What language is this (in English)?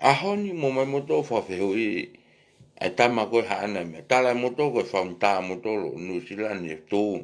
Tongan